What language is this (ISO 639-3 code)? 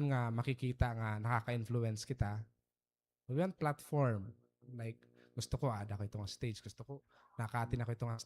war